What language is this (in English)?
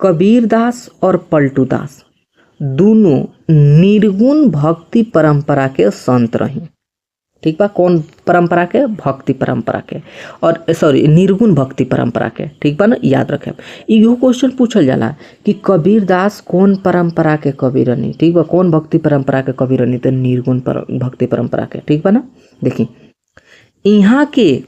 Bhojpuri